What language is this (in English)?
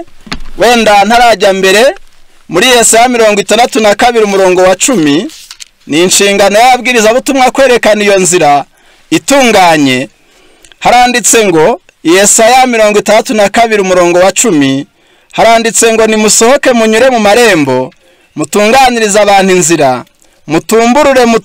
Kinyarwanda